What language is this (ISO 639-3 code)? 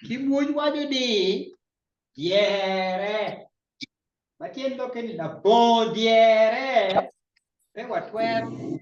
ach